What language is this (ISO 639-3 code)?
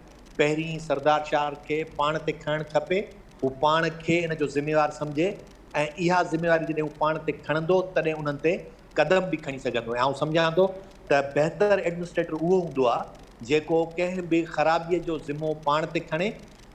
snd